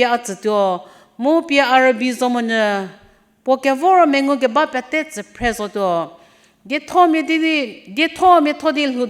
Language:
Angami Naga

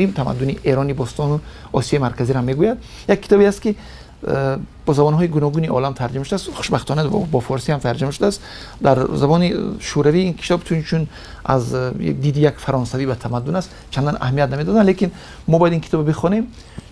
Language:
Tajik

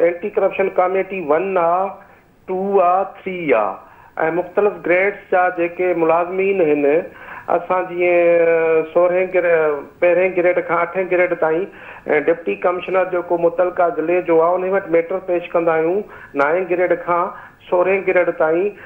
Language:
Sindhi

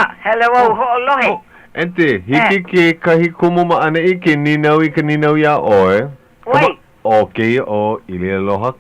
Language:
Hawaiian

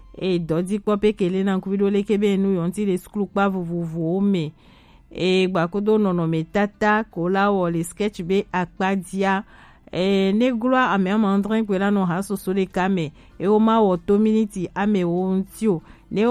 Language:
Gen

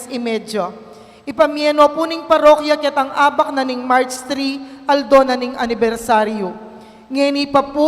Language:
Pampanga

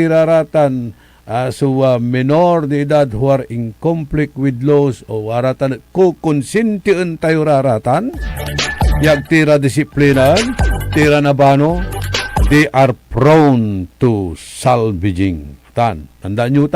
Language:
Pangasinan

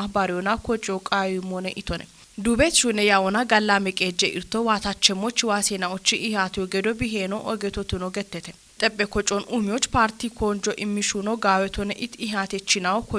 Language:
Kafa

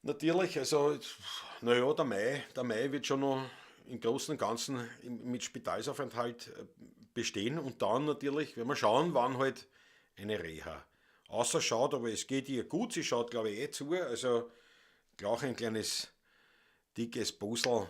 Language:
Bavarian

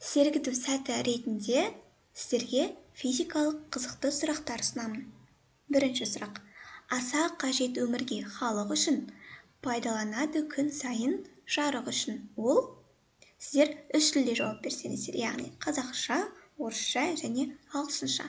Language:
Kazakh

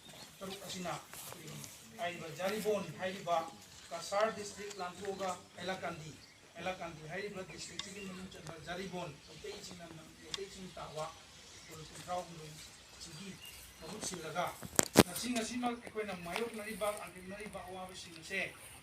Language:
Manipuri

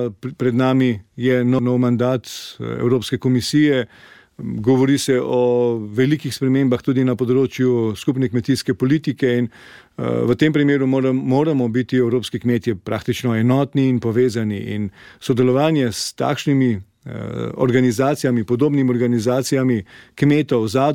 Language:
Slovenian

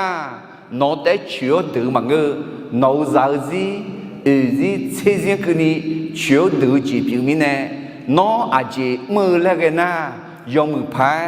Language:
Akha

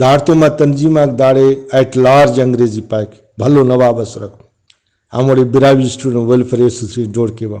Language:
Brahui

